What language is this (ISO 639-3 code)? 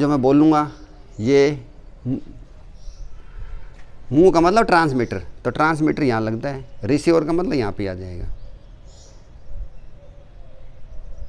hin